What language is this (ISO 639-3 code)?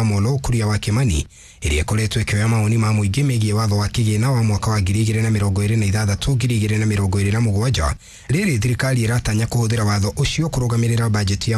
kik